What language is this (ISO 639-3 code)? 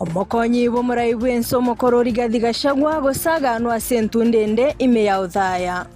guz